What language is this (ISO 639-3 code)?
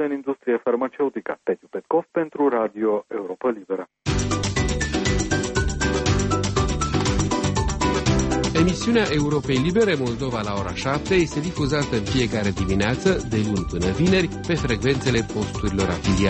ron